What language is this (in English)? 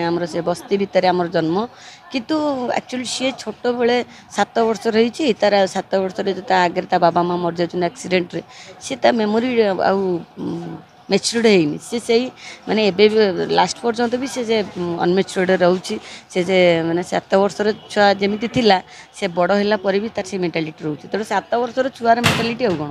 Odia